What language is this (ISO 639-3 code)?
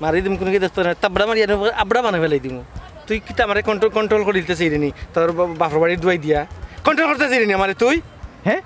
syl